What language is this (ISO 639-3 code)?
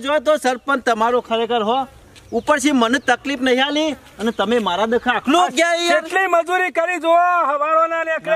guj